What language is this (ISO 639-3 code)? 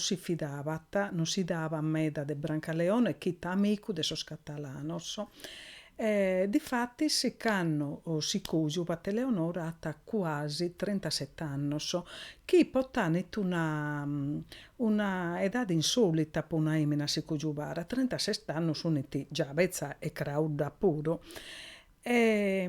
srd